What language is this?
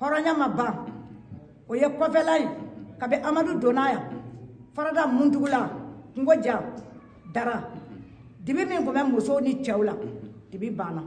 Bambara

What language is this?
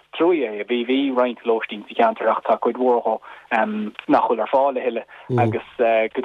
Irish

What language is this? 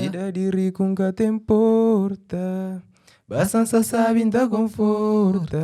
Kabuverdianu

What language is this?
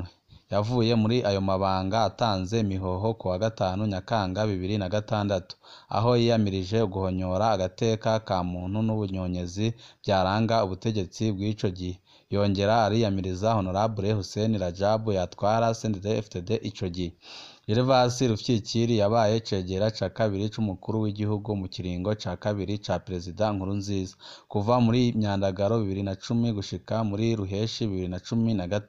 Rundi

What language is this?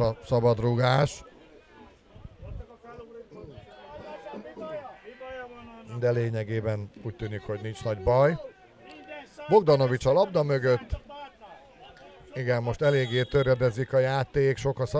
Hungarian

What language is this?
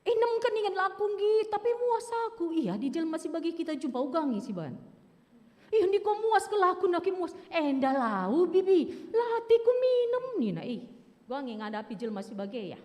Batak Karo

